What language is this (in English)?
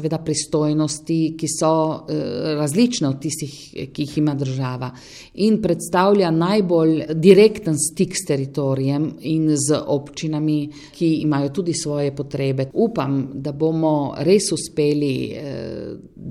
Slovenian